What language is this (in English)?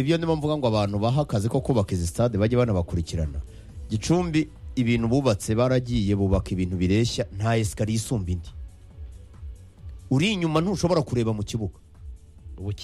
Kinyarwanda